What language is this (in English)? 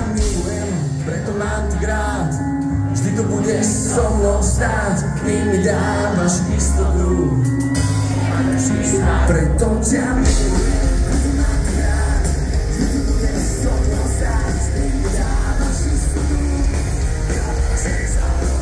Slovak